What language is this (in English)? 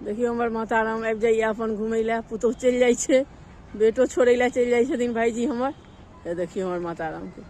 Maithili